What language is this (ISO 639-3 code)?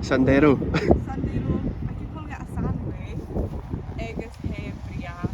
gla